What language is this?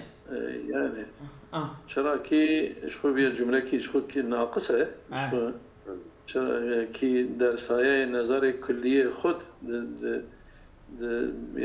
Kurdish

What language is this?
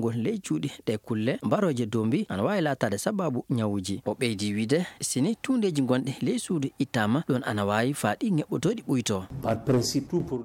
Fula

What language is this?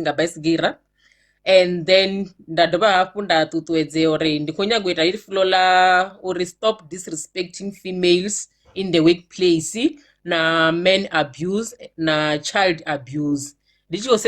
Venda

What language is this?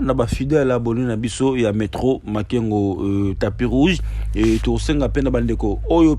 Lingala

